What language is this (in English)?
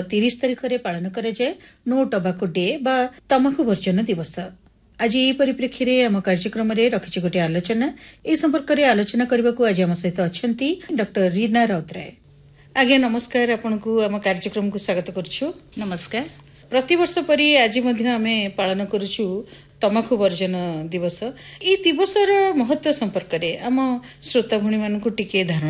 Odia